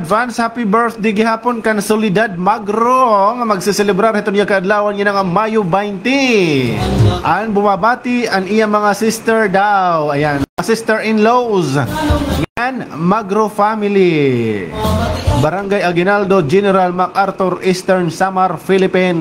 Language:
Waray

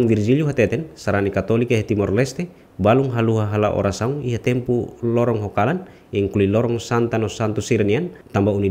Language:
Tetum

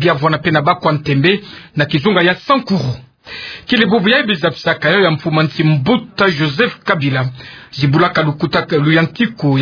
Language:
Kituba (Democratic Republic of Congo)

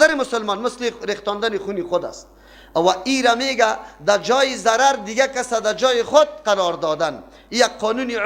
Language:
Persian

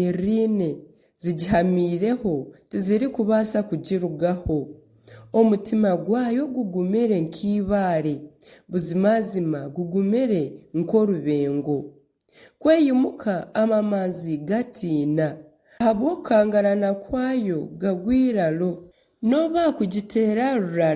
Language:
Nyankole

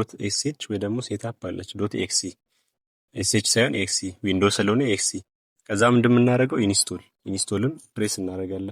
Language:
Amharic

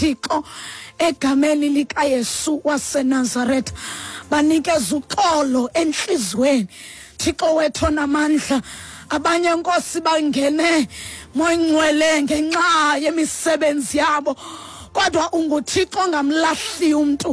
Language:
Xhosa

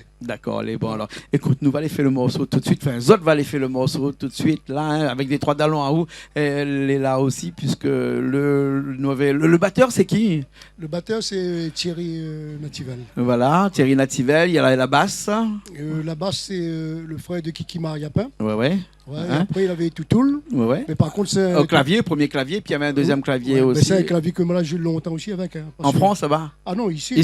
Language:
Réunion Creole French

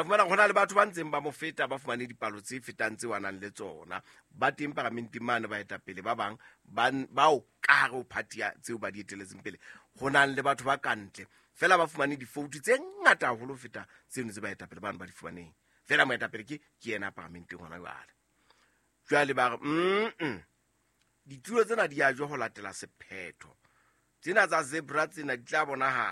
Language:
Southern Sotho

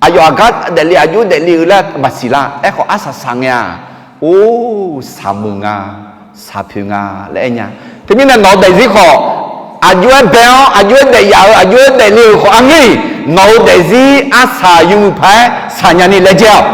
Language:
Akha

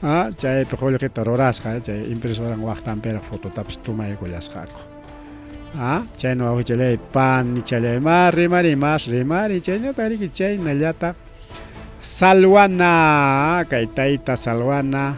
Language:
Ayacucho Quechua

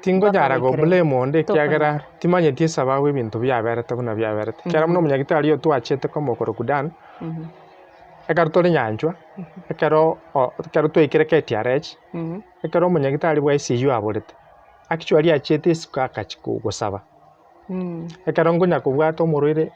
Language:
Gusii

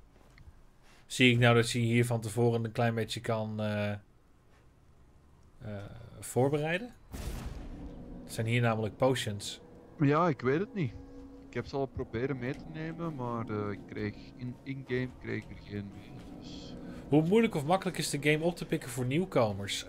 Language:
Dutch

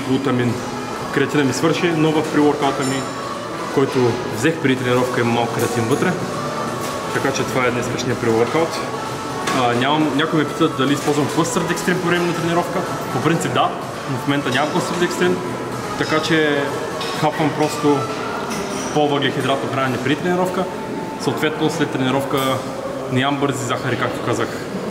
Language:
Bulgarian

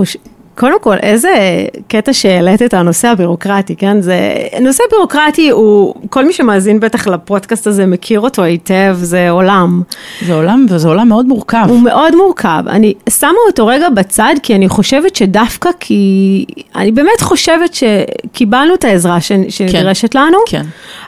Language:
Hebrew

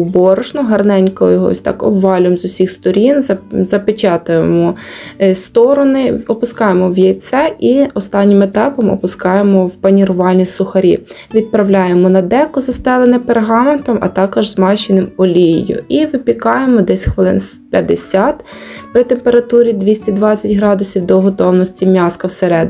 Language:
Ukrainian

